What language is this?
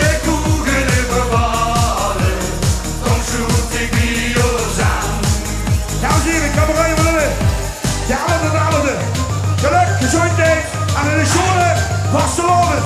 Limburgish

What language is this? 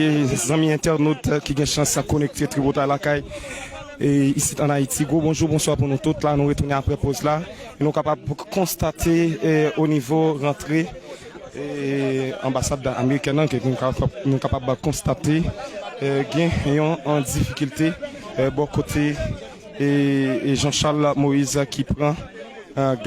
Haitian Creole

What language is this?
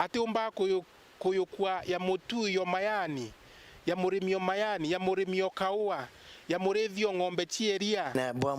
Meru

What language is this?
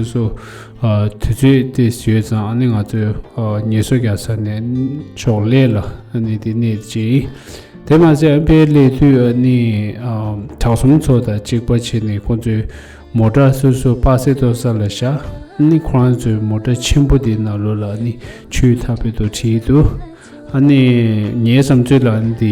Tibetan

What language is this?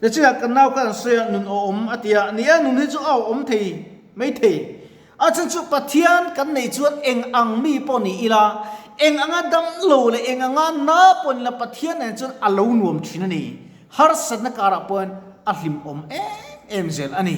Mizo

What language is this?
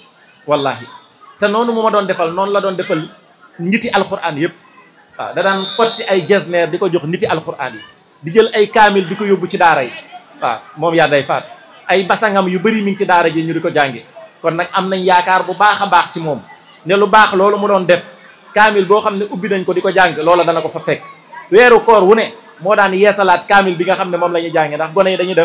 Wolof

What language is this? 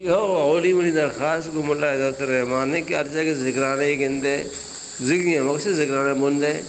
Eastern Balochi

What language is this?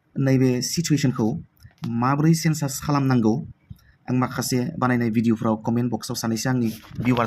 Bodo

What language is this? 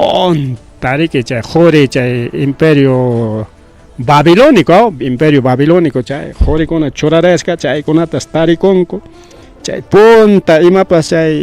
Ayacucho Quechua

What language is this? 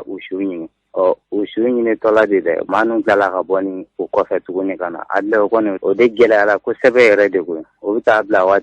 Bambara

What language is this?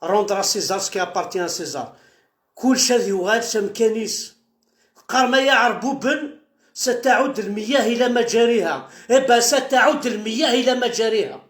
Kabyle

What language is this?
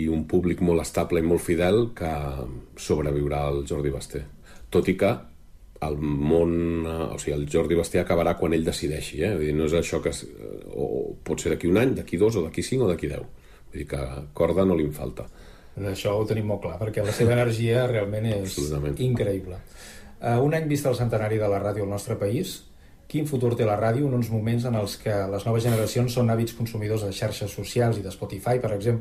Catalan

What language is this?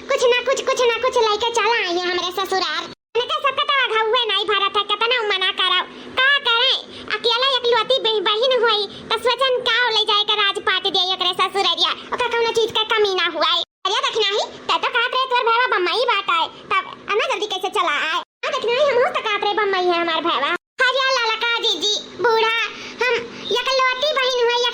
Awadhi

